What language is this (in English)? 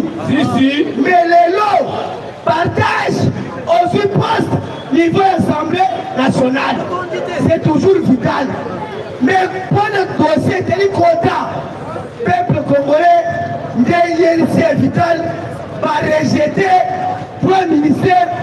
Lingala